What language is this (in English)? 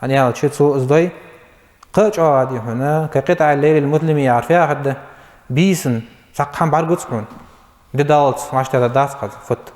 Ingush